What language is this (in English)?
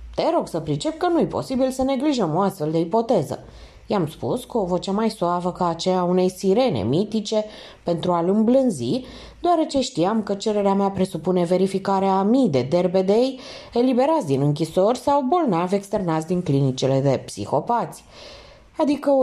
Romanian